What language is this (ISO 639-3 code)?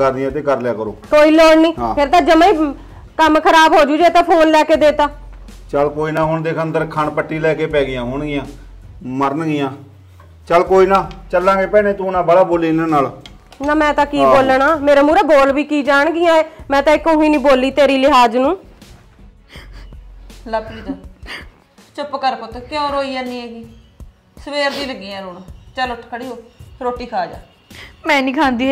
pan